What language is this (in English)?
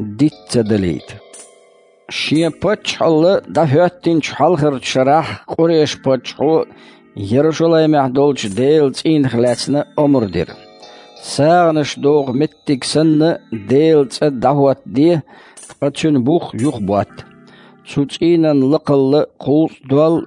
Chechen